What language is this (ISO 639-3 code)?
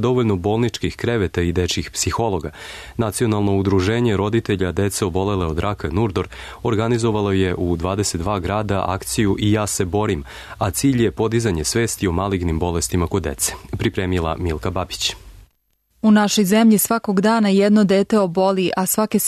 srp